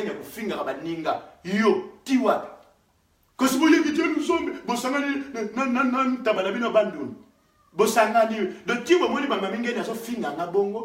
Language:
Lingala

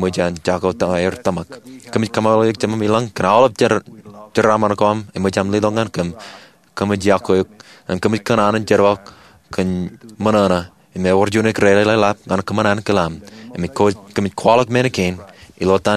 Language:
Marshallese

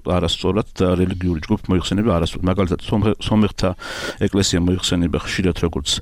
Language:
Georgian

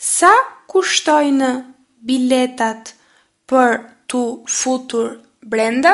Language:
Albanian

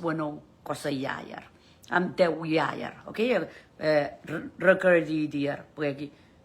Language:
Pohnpeian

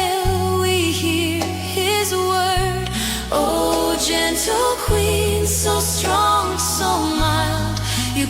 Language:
Waray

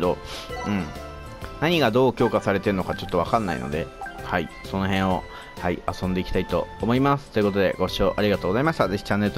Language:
Japanese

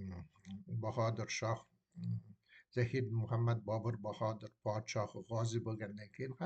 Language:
Uzbek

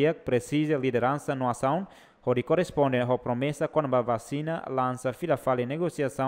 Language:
Tetum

